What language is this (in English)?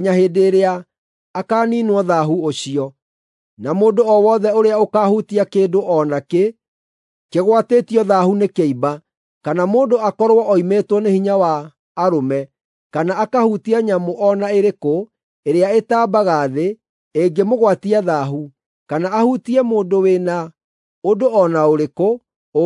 Kikuyu